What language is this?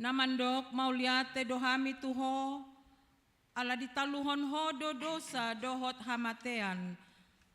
Batak Toba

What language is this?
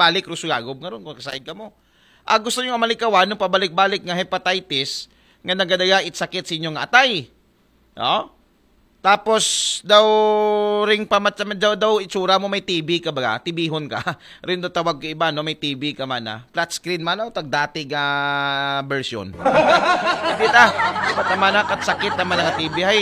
Aklanon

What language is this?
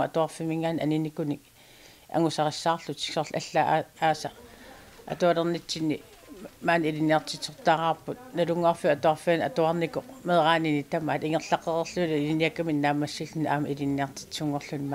Kalaallisut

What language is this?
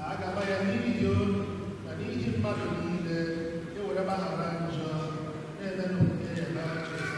Igbo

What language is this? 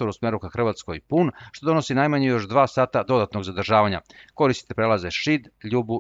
Serbian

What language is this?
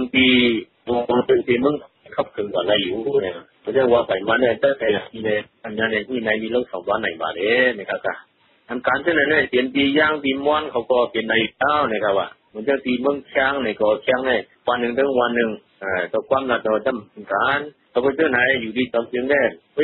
Thai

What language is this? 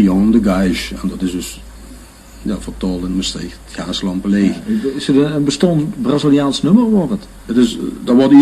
Limburgish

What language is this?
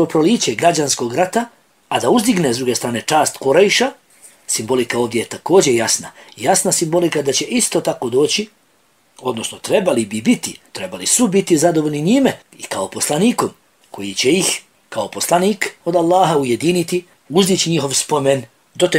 Bosnian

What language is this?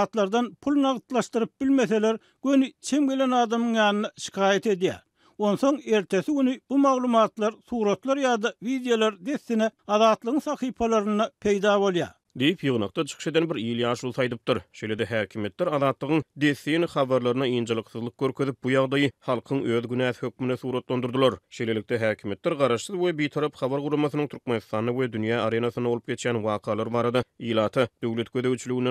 Turkmen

